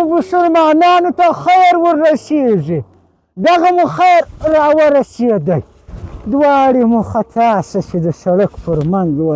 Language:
Pashto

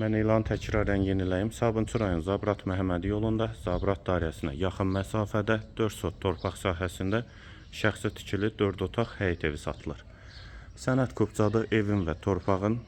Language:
Azerbaijani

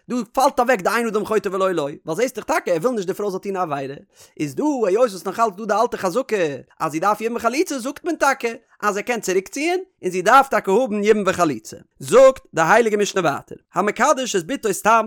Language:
Yiddish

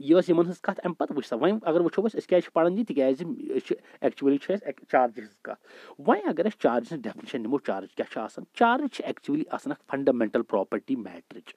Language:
Kashmiri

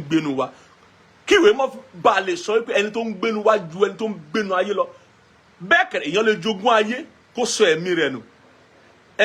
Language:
Yoruba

